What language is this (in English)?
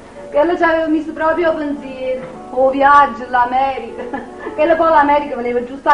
Neapolitan